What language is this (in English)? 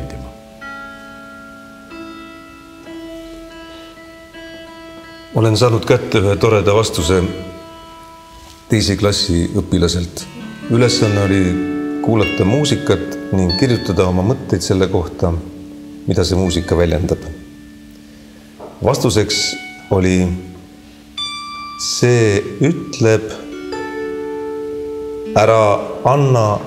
Estonian